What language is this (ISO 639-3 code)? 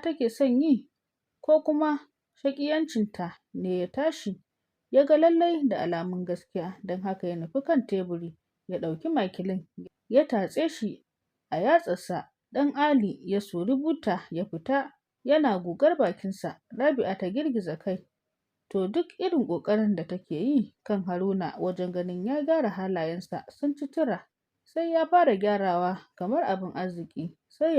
hau